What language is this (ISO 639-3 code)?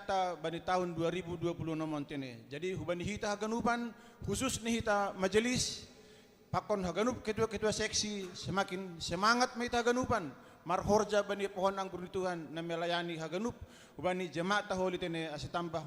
bts